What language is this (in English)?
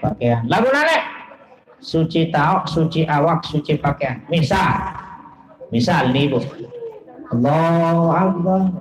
Sasak